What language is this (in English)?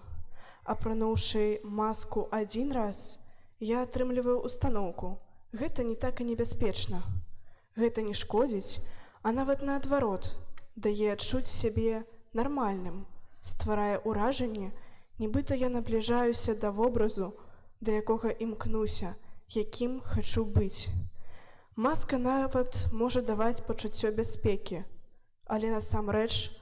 Belarusian